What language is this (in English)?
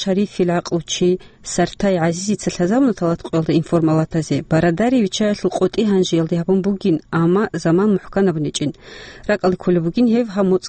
Avaric